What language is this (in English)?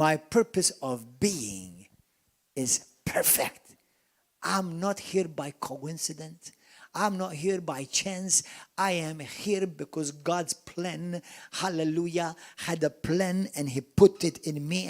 English